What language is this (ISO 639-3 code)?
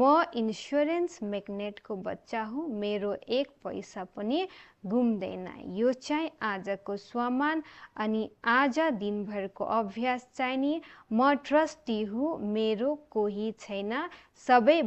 nep